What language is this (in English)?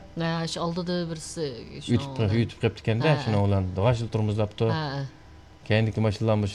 Uyghur